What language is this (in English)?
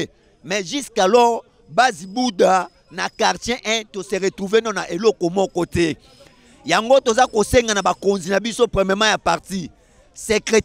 Lingala